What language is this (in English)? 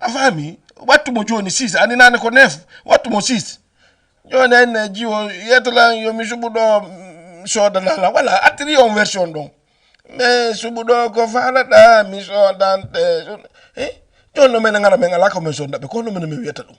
Fula